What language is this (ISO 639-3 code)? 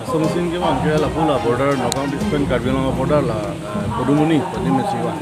mjw